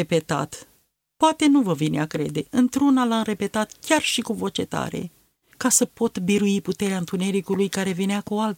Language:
Romanian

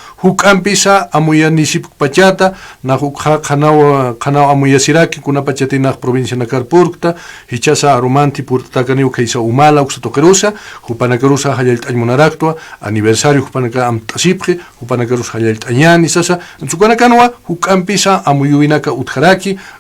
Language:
Aymara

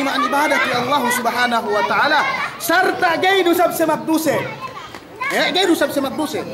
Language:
Yakan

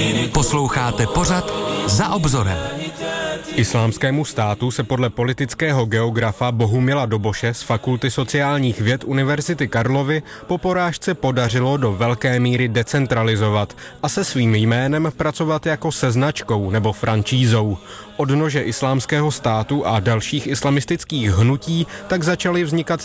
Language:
Czech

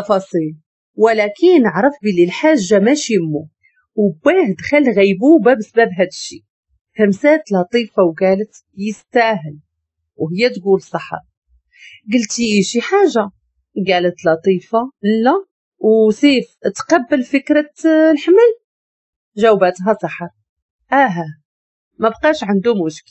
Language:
Moroccan Arabic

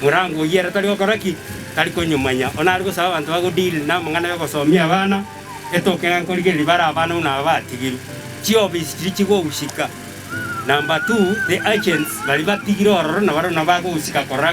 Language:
Gusii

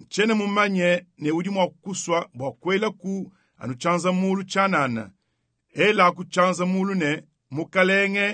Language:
Luba-Lulua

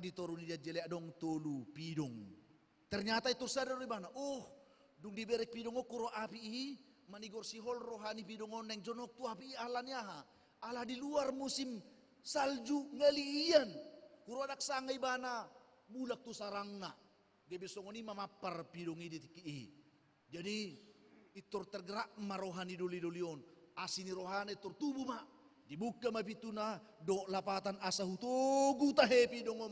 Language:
Batak Toba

